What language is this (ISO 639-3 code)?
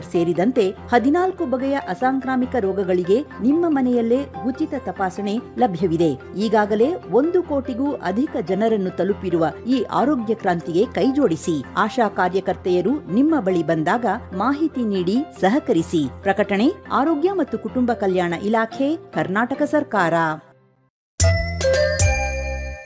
kan